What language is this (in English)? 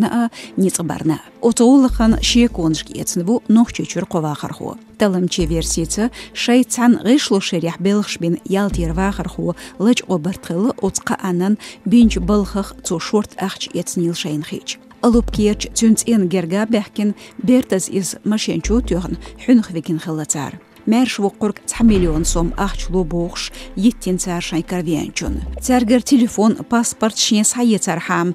Chechen